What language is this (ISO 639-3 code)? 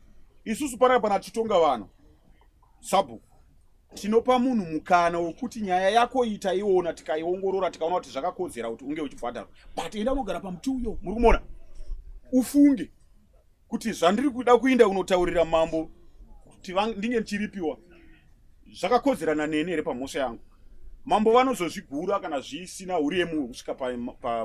sna